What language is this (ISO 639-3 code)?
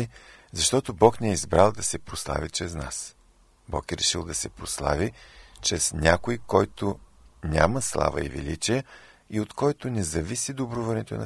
bul